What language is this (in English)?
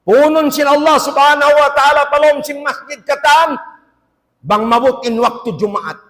Tausug